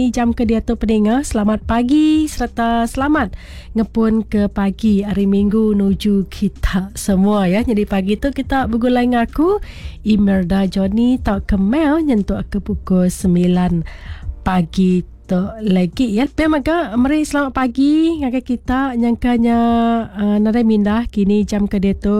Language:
Iban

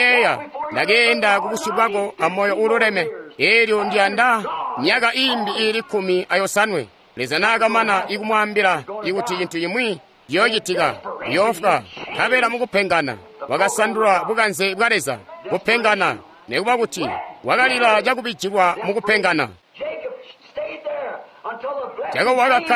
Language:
Tonga (Zambia)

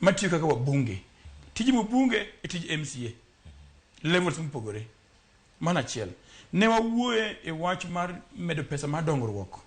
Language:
Luo (Kenya and Tanzania)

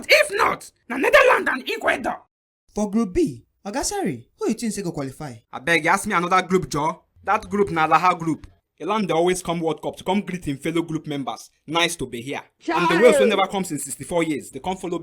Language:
Nigerian Pidgin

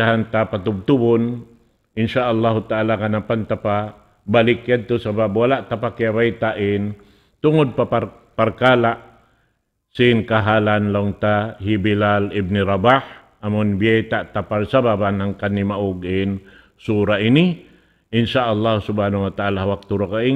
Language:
Tausug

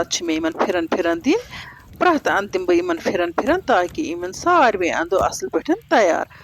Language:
Kashmiri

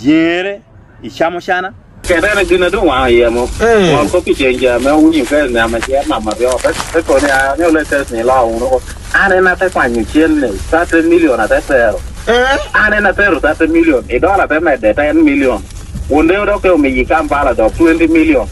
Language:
Lango (Uganda)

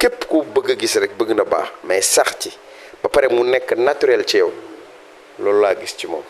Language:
Wolof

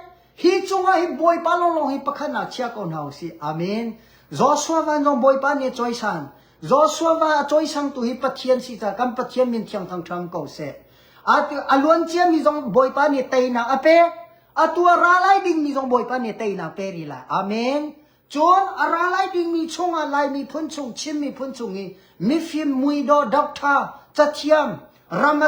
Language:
Hakha Chin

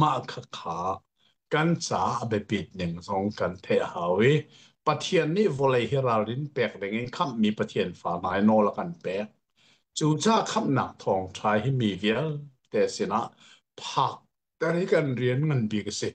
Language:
Hakha Chin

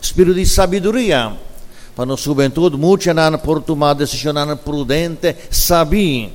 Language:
Papiamento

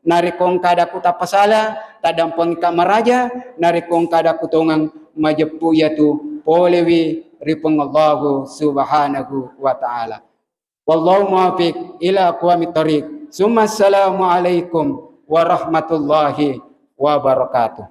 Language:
Buginese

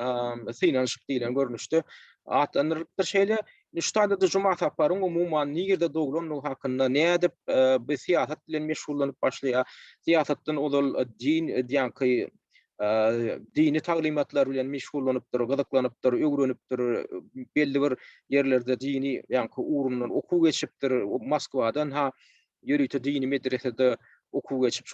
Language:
Turkmen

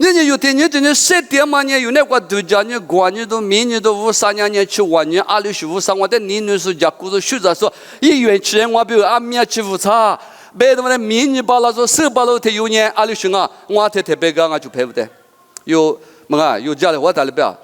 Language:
Lisu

